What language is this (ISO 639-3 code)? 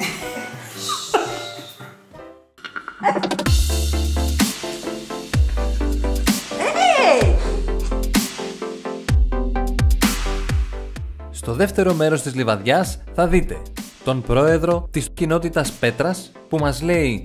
ell